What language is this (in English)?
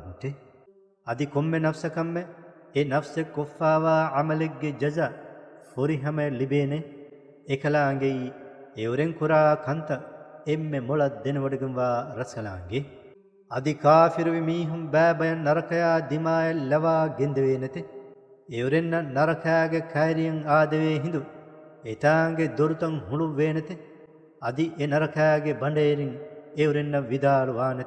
Divehi